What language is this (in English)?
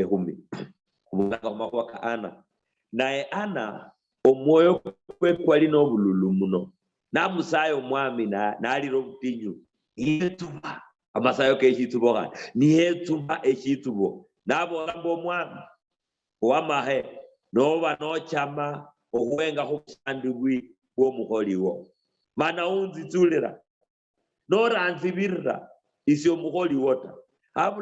Luyia